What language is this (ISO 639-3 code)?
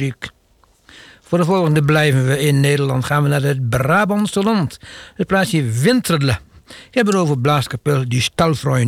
nld